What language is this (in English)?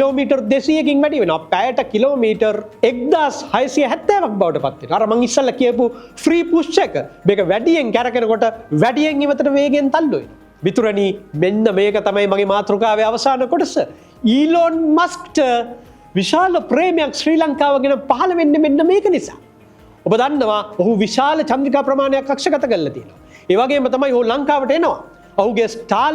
Sinhala